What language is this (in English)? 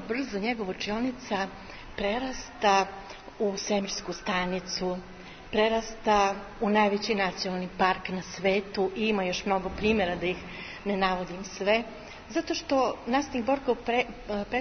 Serbian